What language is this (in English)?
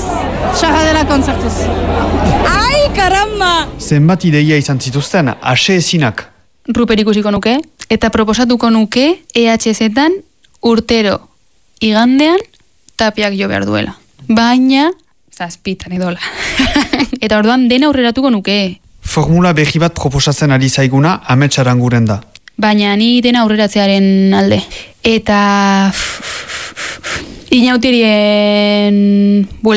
Basque